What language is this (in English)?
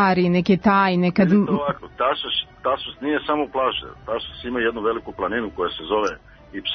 Serbian